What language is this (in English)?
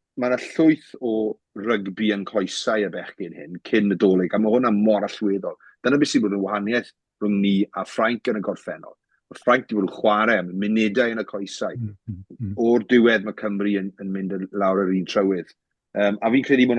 Welsh